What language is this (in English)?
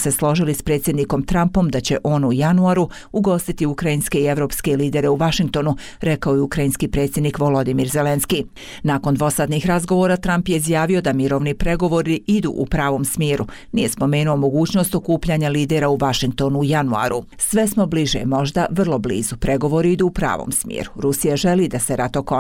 Bosnian